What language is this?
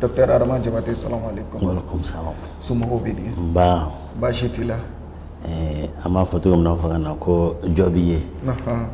Bambara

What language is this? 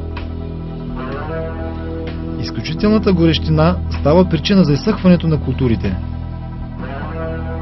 Bulgarian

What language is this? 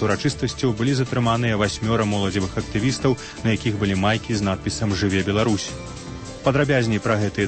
Belarusian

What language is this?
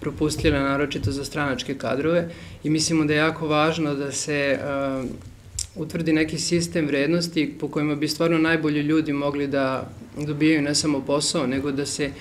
Serbian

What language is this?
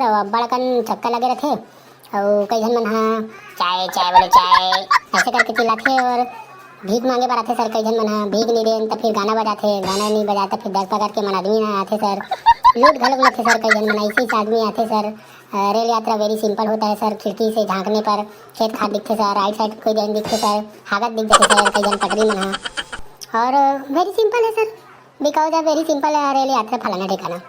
Chhattisgarhi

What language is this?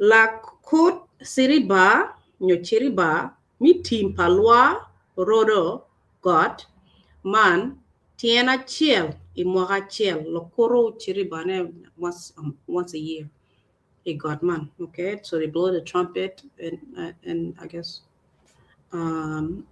Acoli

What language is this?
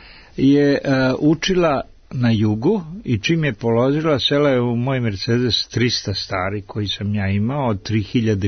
Serbian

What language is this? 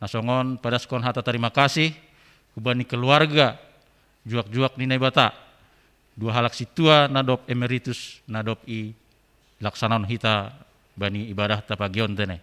Batak Simalungun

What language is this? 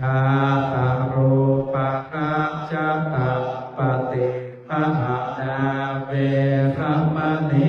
Pali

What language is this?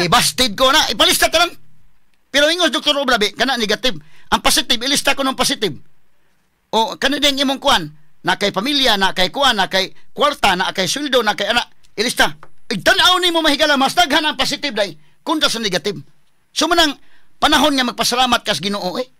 Cebuano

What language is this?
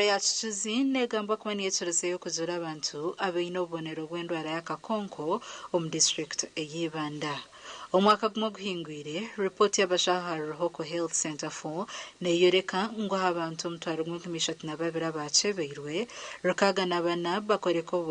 Nyankole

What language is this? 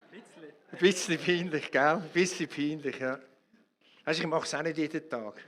Swiss German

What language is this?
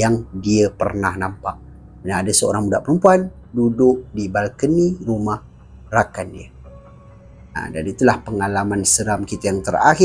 Malay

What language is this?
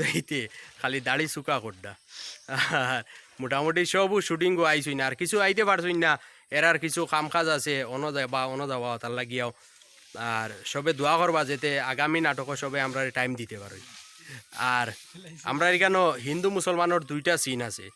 Sylheti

